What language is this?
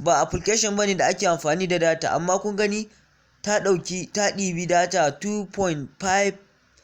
Hausa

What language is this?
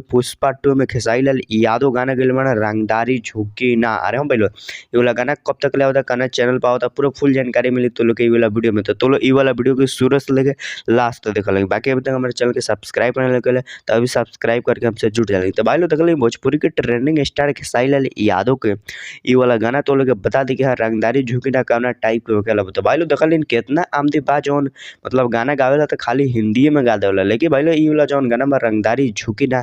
Bhojpuri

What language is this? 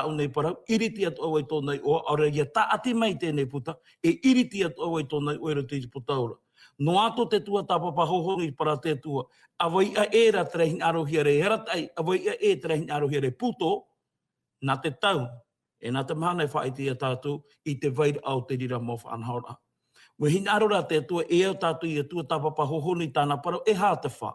Tahitian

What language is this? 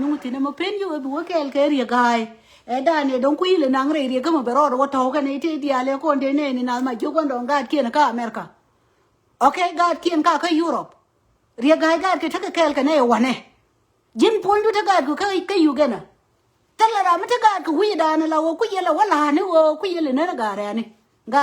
Nuer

